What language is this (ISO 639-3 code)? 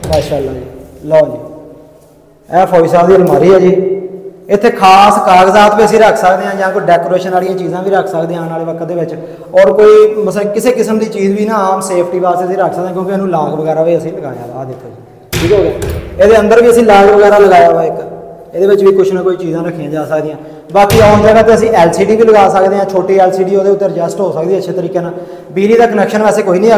pan